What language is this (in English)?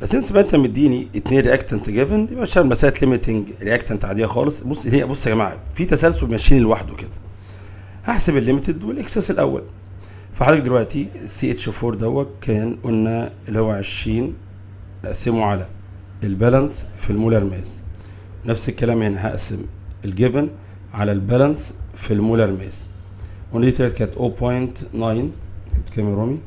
Egyptian Arabic